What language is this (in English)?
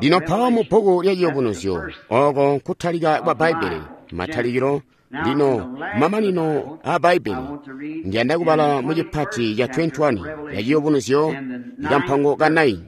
Tonga (Zambia)